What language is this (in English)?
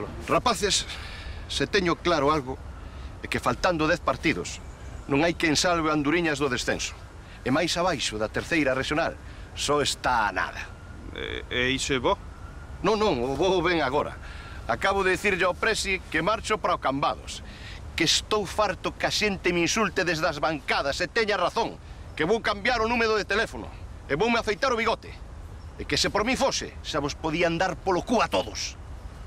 Galician